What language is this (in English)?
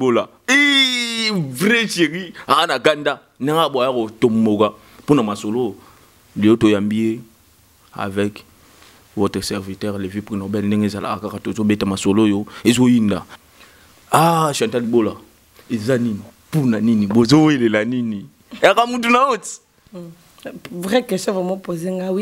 Lingala